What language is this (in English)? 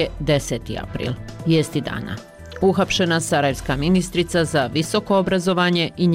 Bosnian